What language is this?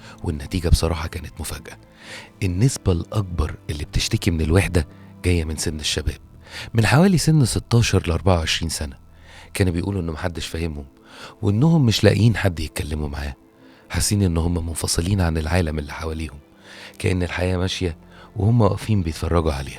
Egyptian Arabic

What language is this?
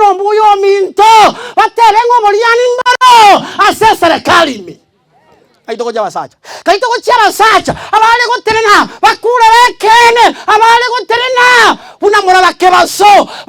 Gusii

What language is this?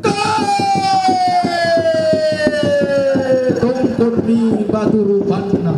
Toraja-Sa'dan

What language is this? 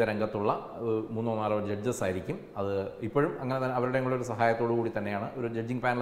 Malayalam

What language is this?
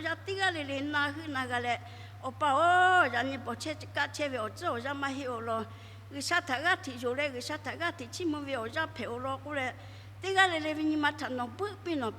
Lahu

